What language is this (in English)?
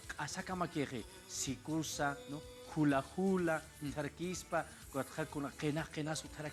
Aymara